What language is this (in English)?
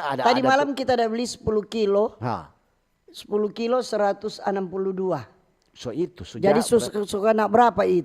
Manado Malay